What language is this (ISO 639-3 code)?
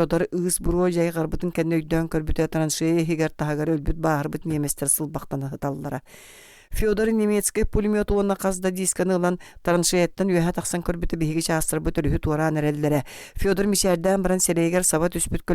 sah